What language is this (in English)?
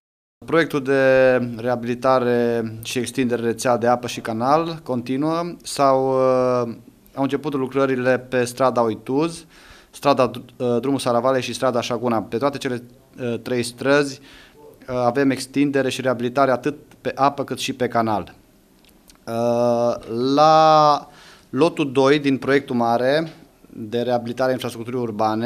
Romanian